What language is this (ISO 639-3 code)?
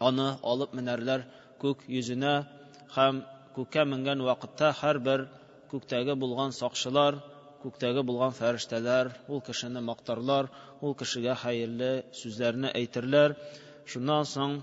tat